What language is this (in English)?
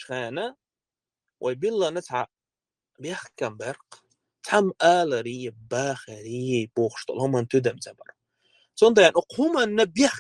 Chechen